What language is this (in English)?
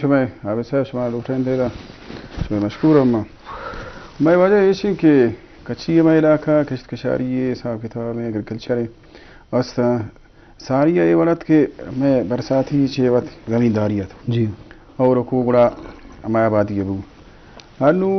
Eastern Balochi